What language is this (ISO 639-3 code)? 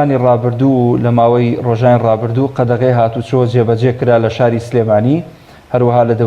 ckb